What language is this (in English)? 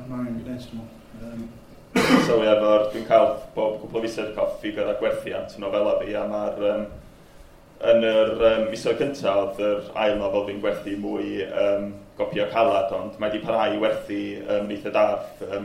Welsh